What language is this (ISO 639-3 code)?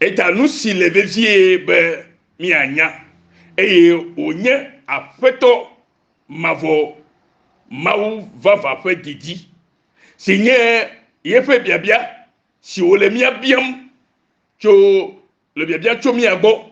ewe